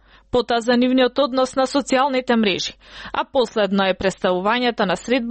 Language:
Macedonian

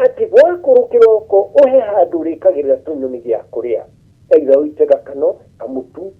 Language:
Kikuyu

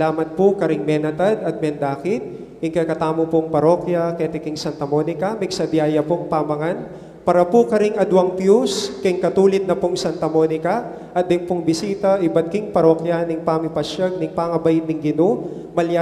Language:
Pampanga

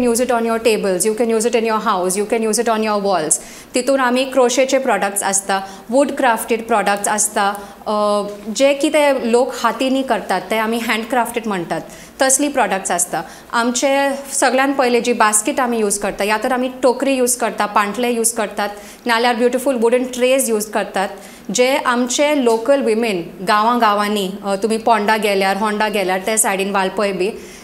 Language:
Konkani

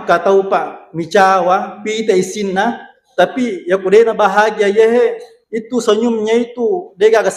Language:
Buginese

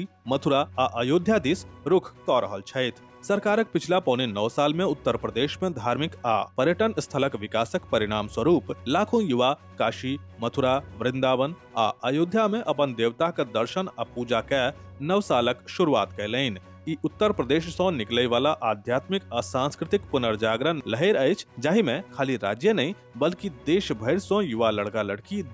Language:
Maithili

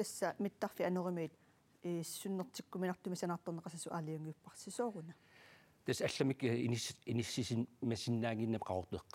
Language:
Kalaallisut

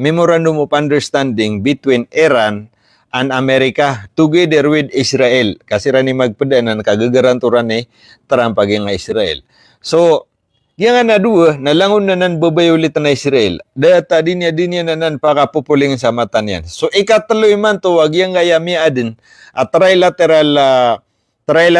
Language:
Maranao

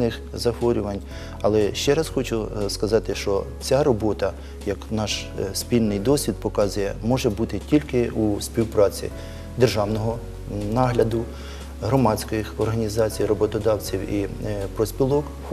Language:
Ukrainian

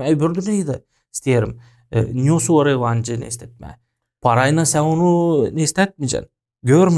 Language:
Gagauz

